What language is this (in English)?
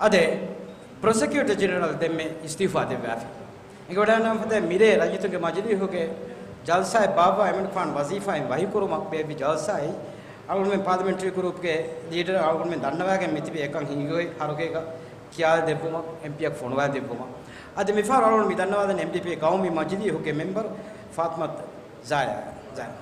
Divehi